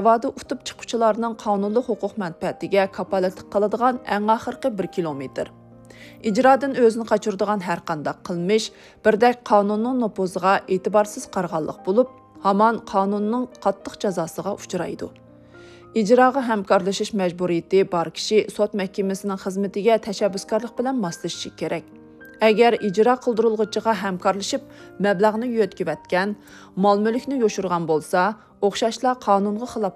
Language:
Uyghur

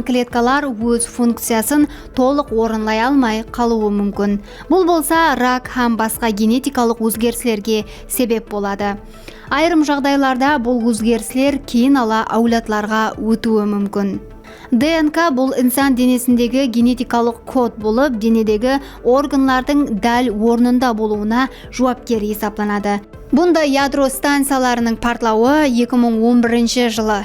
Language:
Kara-Kalpak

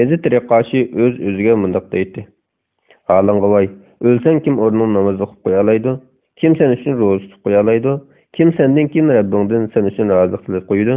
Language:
Uyghur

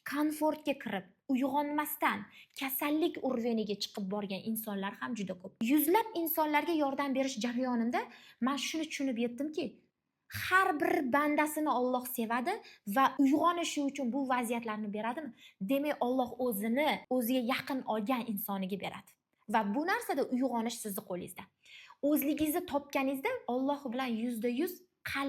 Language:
Uzbek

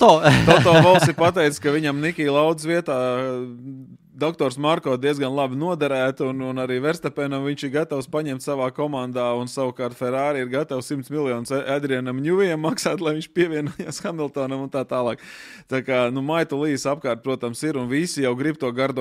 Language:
Latvian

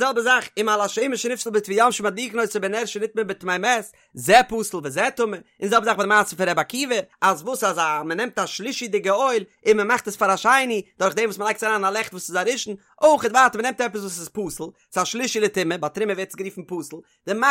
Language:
Yiddish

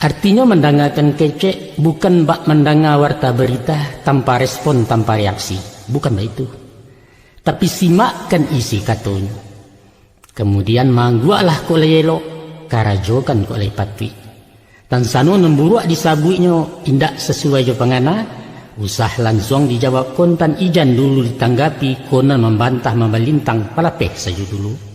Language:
Minangkabau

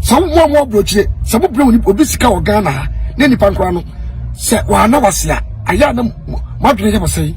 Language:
Akan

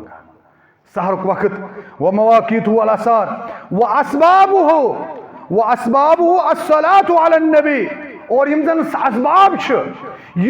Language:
Kashmiri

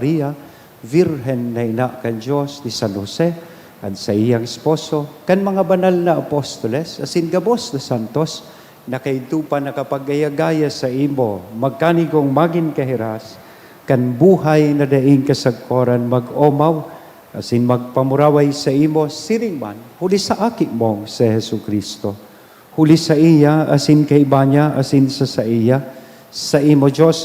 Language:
Bikol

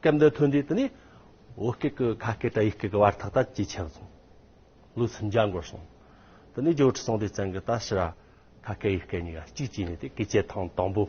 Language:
Amdo Tibetan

